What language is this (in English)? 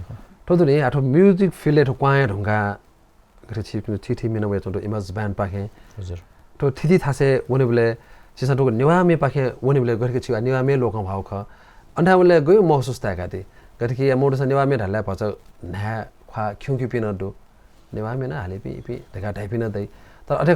Newari